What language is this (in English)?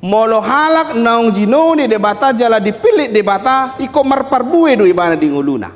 Batak Toba